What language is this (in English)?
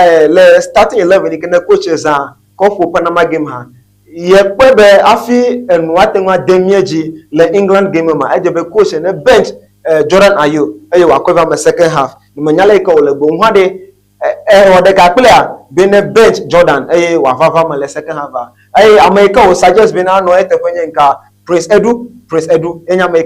Ewe